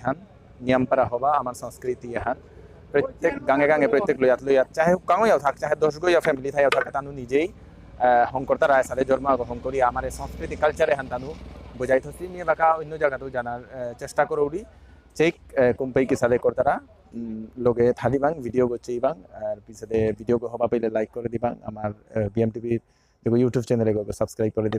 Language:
Bishnupriya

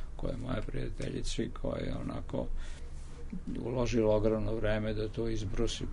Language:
Serbian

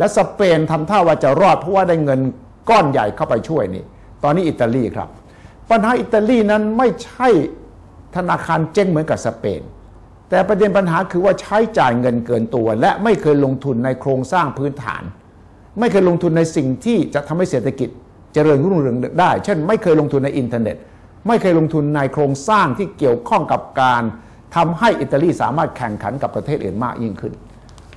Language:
Thai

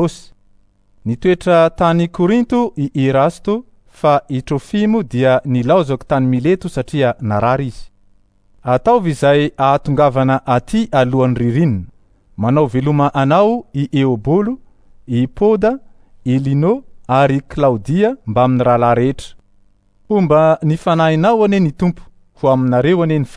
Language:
Malagasy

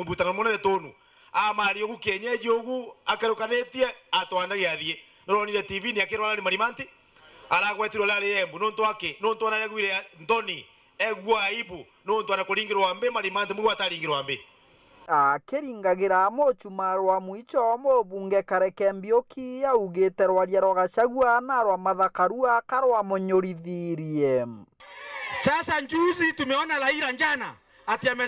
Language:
Meru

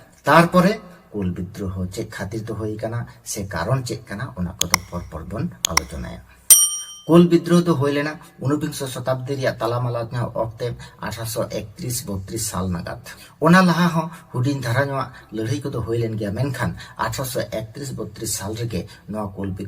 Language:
Santali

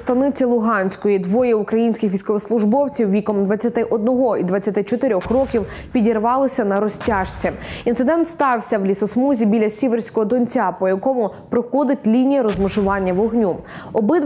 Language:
Ukrainian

